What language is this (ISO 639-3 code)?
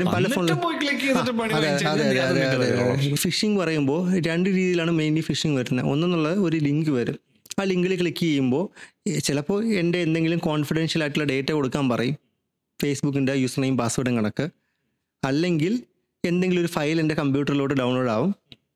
mal